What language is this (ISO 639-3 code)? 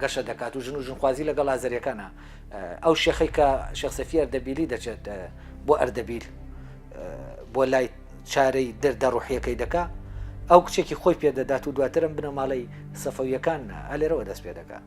ckb